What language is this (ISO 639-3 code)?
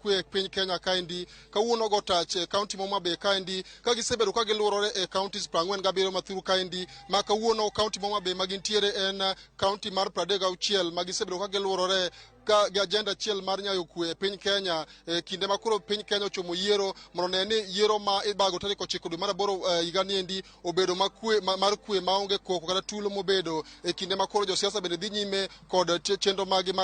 luo